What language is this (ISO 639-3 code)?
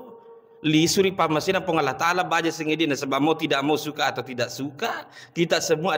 bug